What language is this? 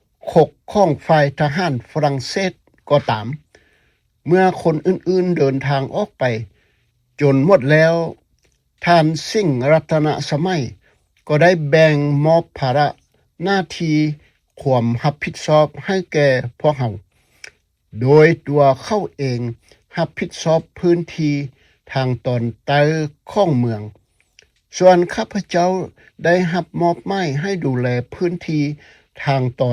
Lao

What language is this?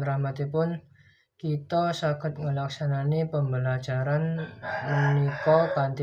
Javanese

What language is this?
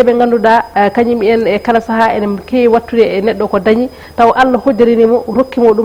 Fula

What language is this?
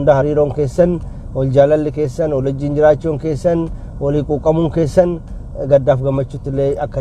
Oromo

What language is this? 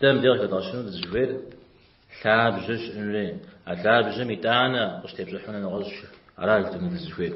Kabardian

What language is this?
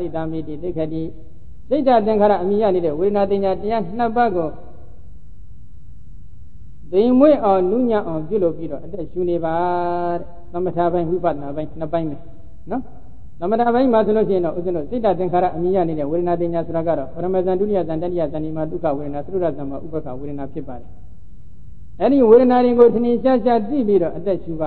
Burmese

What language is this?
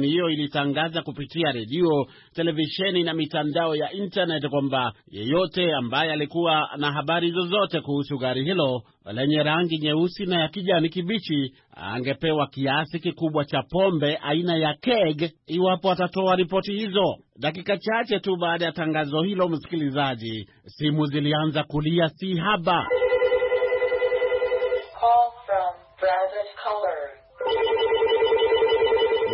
Swahili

